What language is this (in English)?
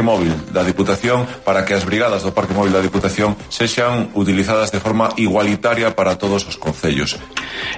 Galician